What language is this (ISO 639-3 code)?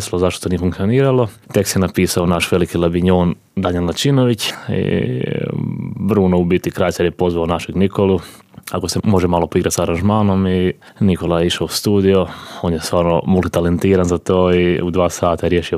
hrv